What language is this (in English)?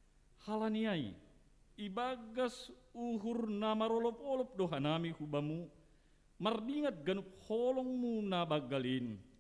Batak Simalungun